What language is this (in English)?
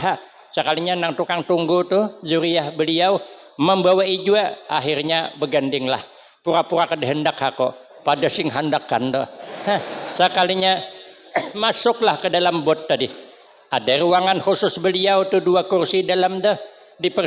Banjar